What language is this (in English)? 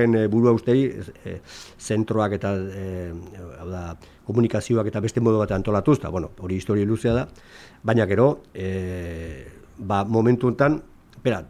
Basque